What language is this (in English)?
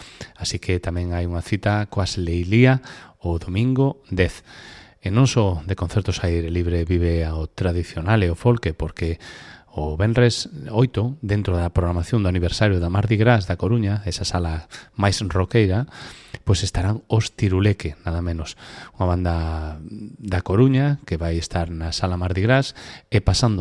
Galician